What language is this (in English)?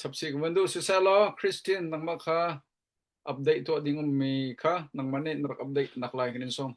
Hakha Chin